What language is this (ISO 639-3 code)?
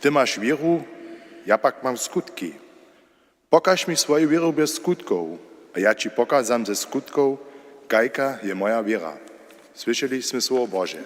hsb